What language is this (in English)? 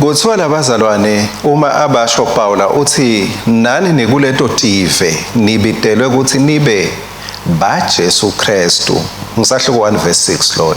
Swati